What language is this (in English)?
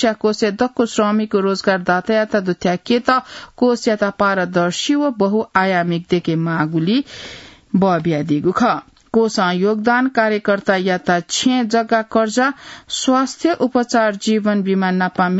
Newari